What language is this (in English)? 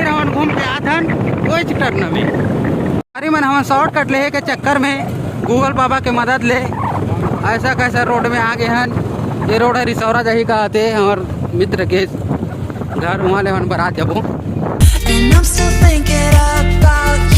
Chhattisgarhi